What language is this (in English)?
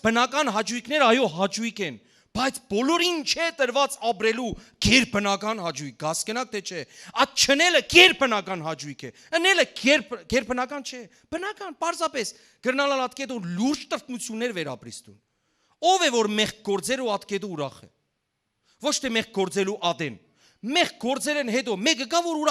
Western Armenian